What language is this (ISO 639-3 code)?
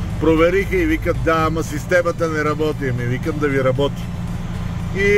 bul